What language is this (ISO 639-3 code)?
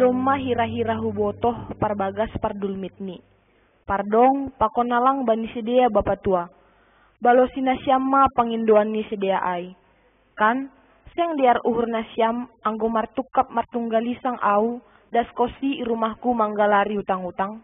bts